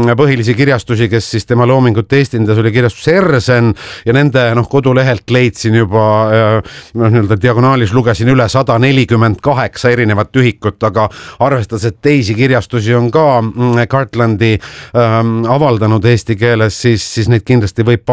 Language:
Estonian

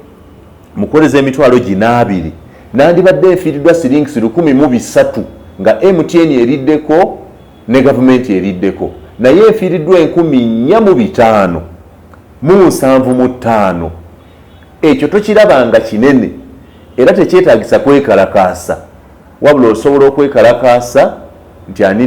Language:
Ganda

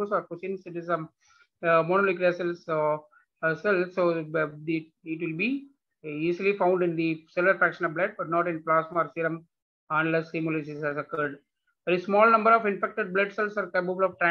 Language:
English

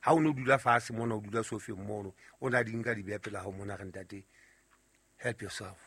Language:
Southern Sotho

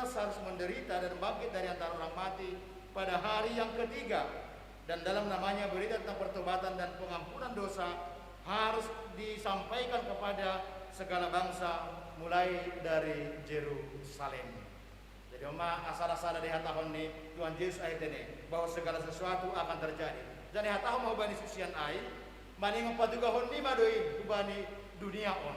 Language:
Batak Simalungun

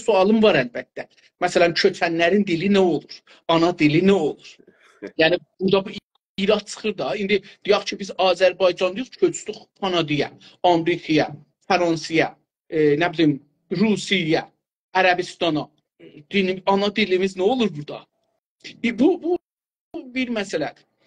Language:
South Azerbaijani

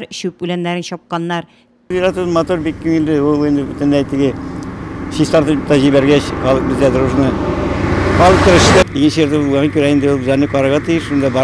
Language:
Tatar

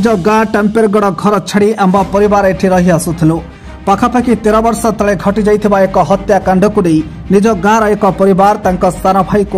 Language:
Odia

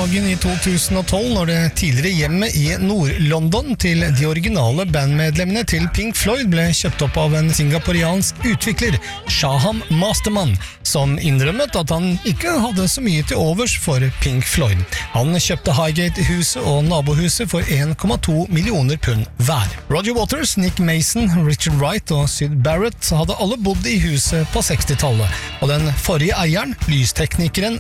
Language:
Norwegian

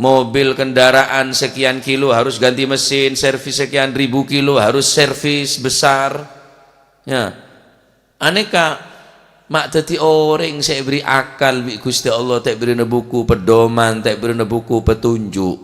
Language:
Madurese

